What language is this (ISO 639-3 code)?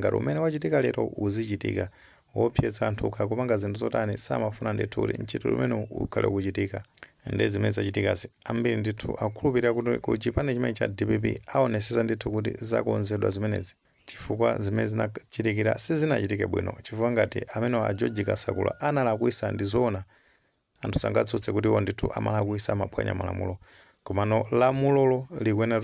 nya